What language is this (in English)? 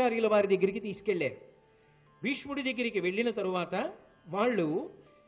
Telugu